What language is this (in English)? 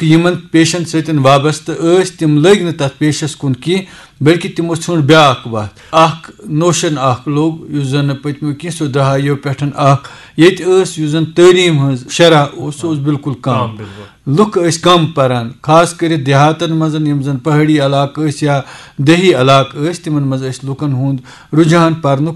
Kashmiri